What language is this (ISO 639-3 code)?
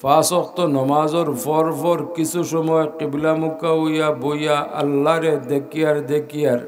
syl